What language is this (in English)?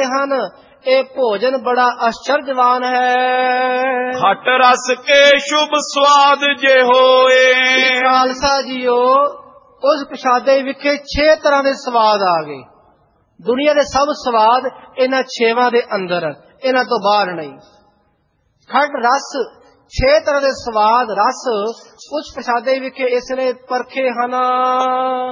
Punjabi